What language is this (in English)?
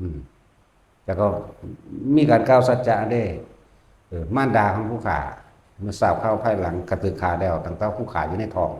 Lao